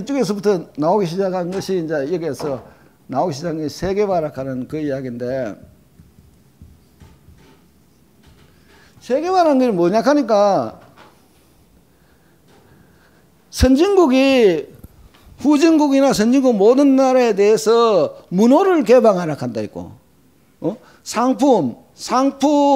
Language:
Korean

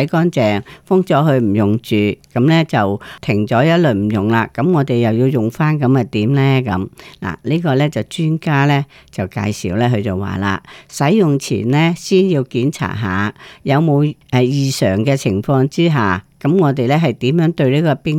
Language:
Cantonese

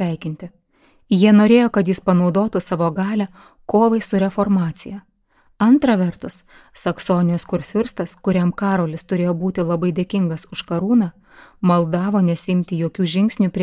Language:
Lithuanian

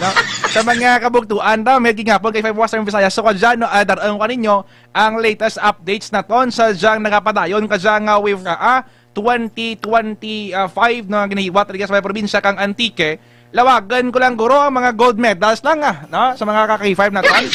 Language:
Hiligaynon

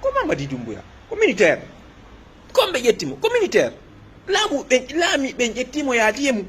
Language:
Fula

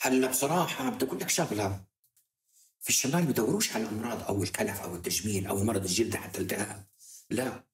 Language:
North Levantine Arabic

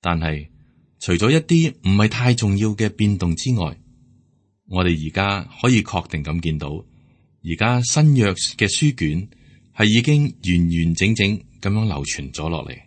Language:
Cantonese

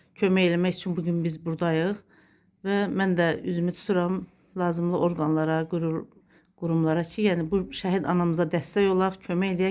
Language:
Azerbaijani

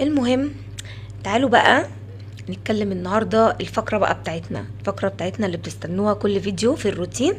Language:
Egyptian Arabic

